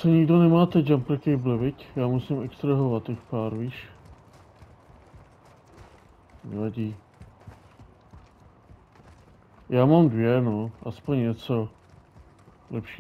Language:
Czech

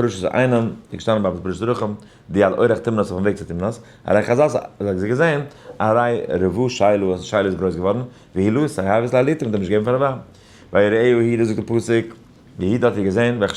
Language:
Yiddish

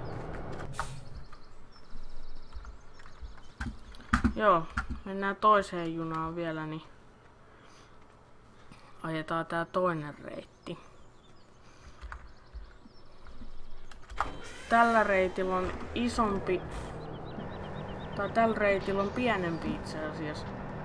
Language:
Finnish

